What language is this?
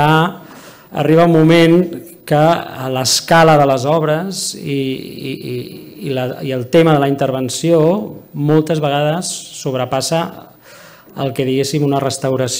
Catalan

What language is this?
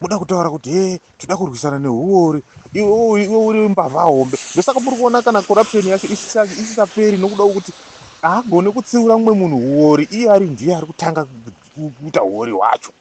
Shona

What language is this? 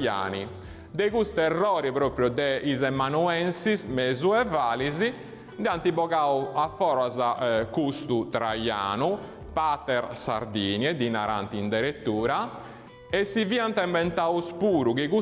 Sardinian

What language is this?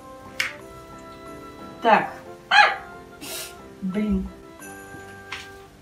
Russian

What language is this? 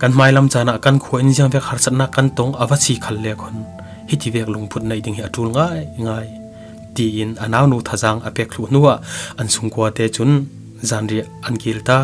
Falam Chin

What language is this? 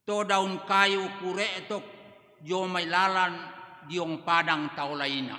Toraja-Sa'dan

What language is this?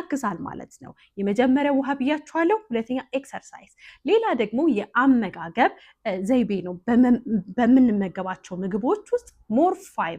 Amharic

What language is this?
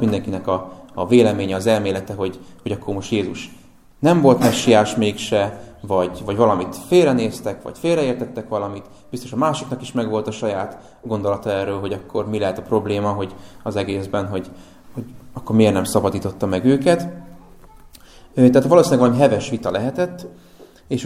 Hungarian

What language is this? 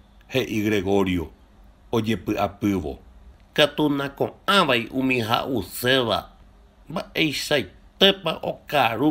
Guarani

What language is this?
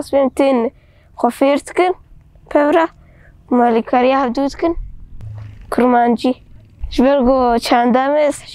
Kurdish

